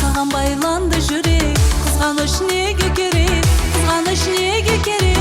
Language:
Kara-Kalpak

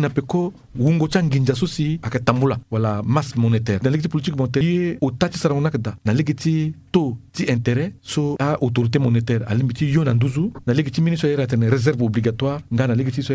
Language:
Sango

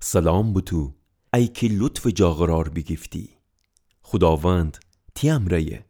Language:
Gilaki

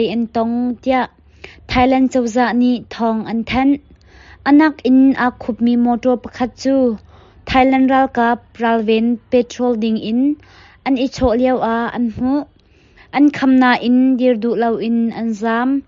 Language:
Hakha Chin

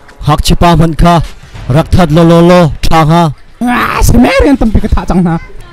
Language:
Hakha Chin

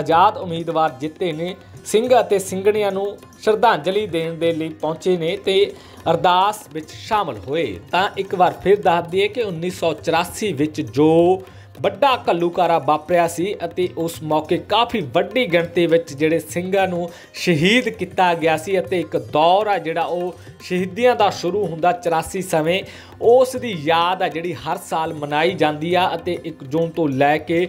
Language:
Punjabi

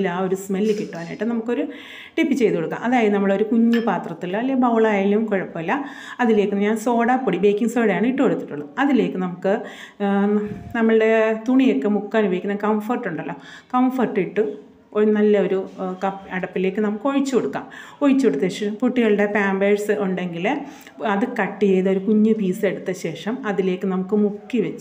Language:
Malayalam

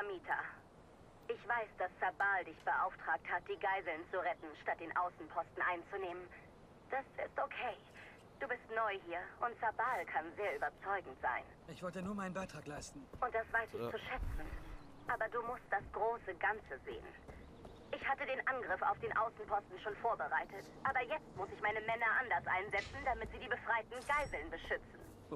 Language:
Swiss German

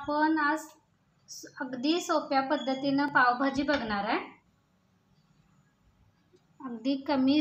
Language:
Marathi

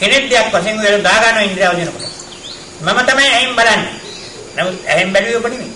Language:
Sinhala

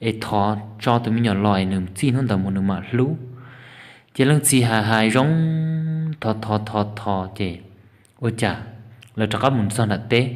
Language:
Hmong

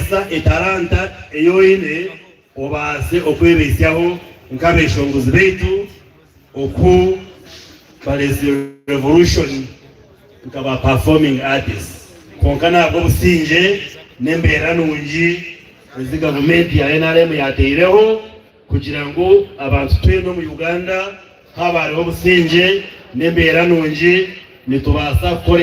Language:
Nyankole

